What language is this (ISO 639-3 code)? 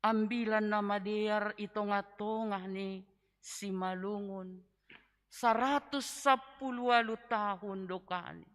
bts